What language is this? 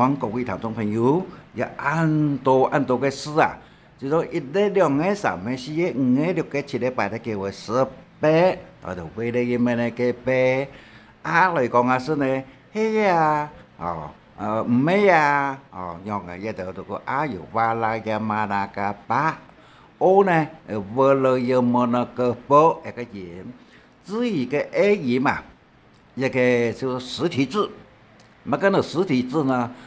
Hakka Chinese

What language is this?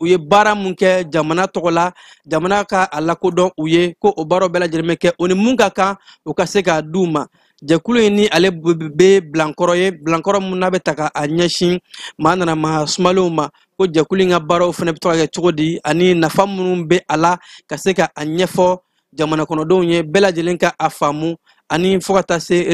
Bambara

